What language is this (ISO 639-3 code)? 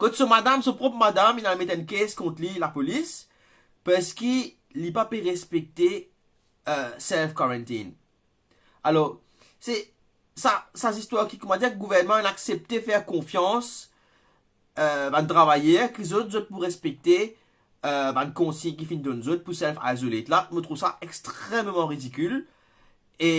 mfe